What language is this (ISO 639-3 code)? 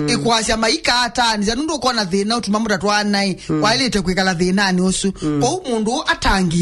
kam